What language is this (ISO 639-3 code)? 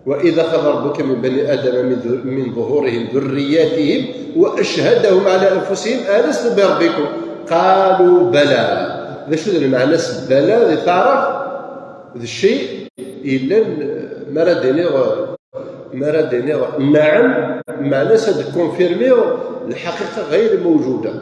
kab